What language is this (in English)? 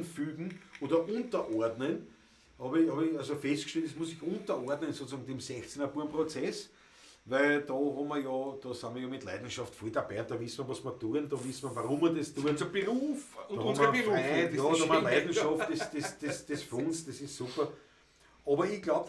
Bavarian